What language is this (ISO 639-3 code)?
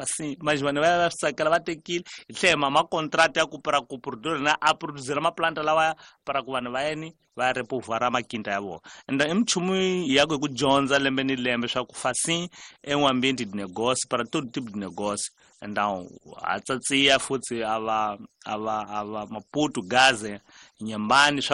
tso